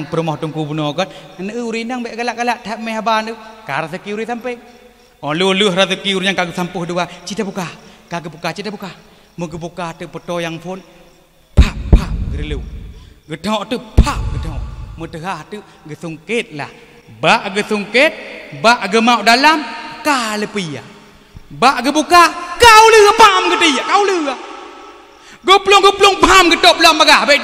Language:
Achinese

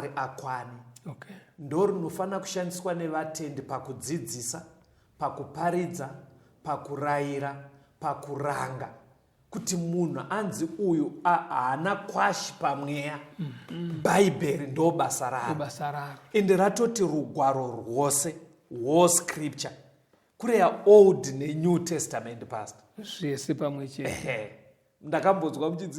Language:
Shona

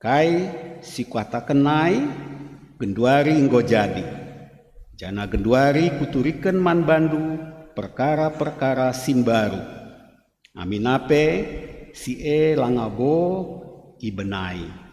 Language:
Batak Karo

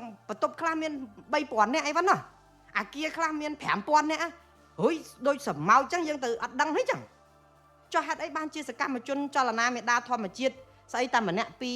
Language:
Khmer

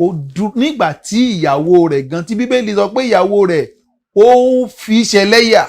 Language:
Yoruba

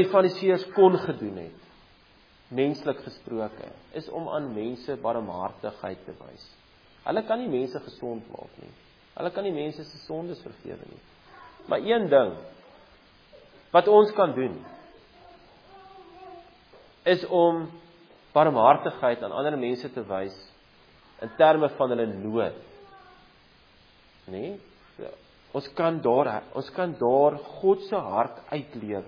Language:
Afrikaans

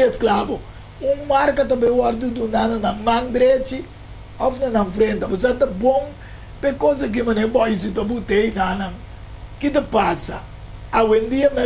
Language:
Papiamento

